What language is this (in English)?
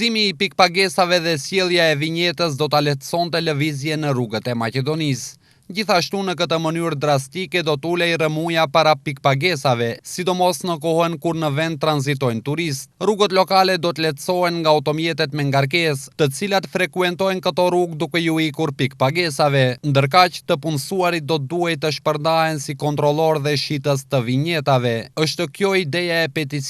Albanian